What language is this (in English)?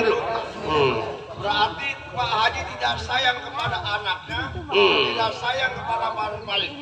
Betawi